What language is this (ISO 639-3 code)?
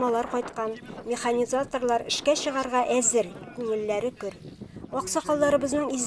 tat